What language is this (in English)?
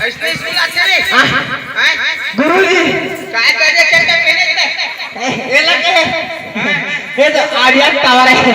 Chhattisgarhi